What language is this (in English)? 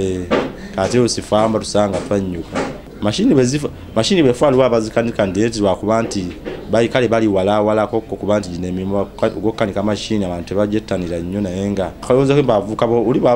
Ganda